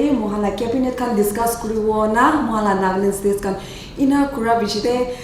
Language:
Naga Pidgin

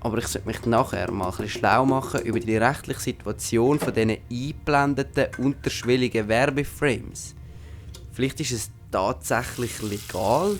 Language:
Swiss German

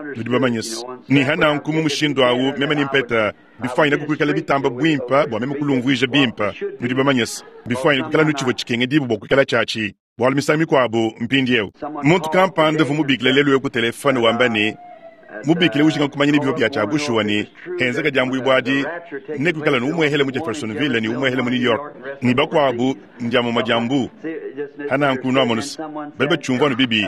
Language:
Luba-Lulua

